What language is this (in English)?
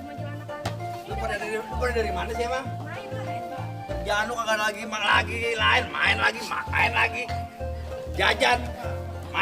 Betawi